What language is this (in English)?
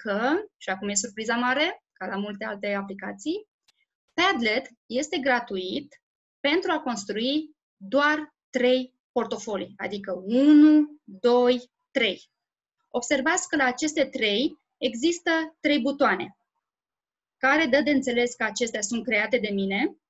Romanian